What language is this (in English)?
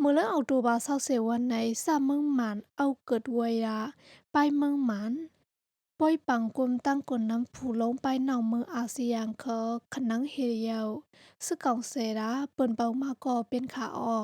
Shan